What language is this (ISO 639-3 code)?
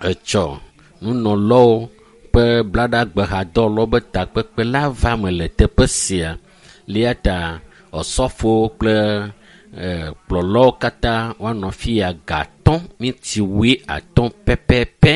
ewe